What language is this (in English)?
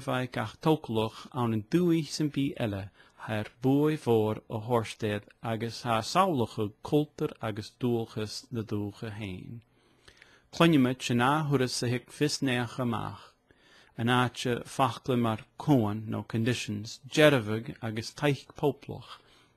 Scottish Gaelic